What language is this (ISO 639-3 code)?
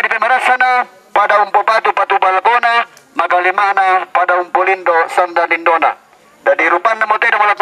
sda